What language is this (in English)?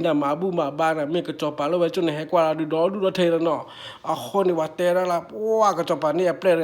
S'gaw Karen